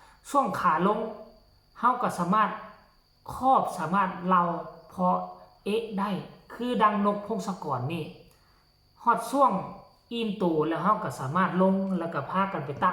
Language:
Northeastern Thai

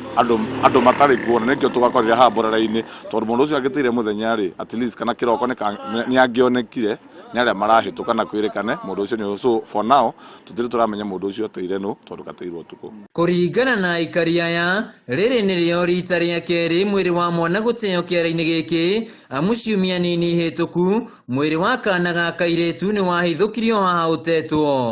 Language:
Kikuyu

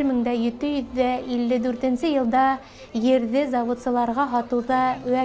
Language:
Bashkir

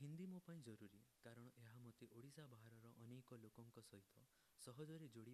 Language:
Odia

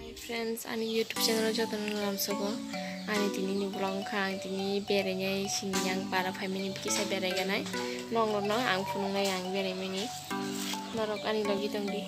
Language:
Kok Borok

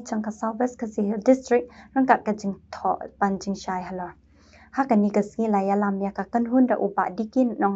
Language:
Khasi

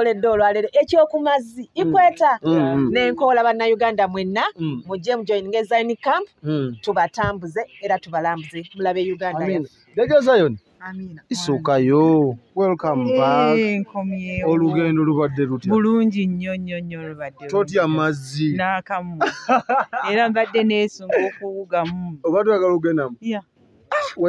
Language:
Ganda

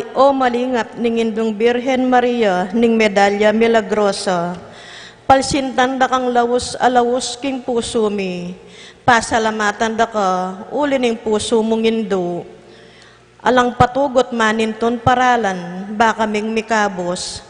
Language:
Pampanga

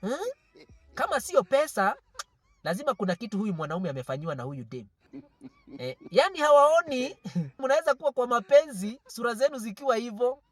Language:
Swahili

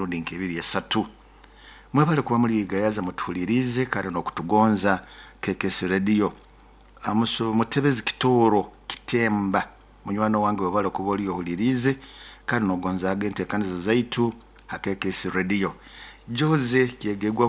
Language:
Nyoro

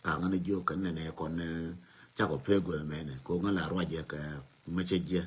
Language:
Nuer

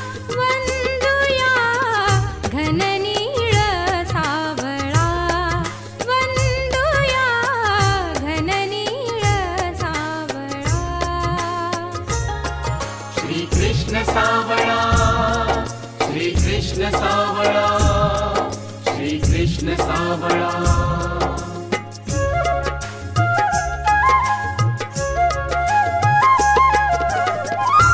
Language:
Marathi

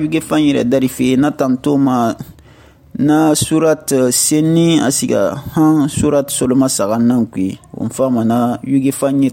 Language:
Susu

